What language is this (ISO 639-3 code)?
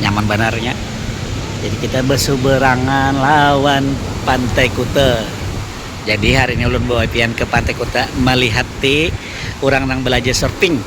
bjn